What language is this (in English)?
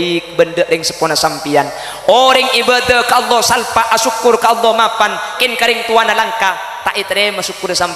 Madurese